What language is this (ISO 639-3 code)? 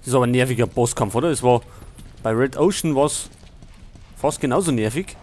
bar